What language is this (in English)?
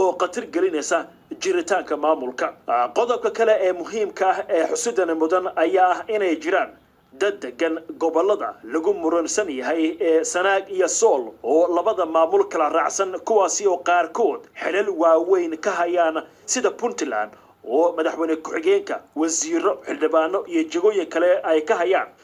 Somali